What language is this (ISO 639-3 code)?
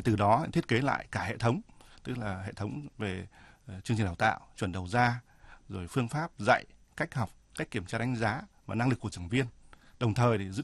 vie